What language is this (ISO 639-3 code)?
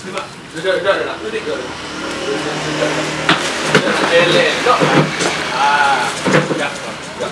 min